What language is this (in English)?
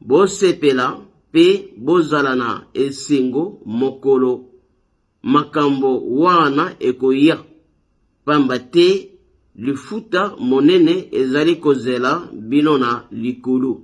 Lingala